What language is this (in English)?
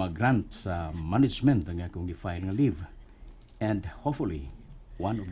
Cebuano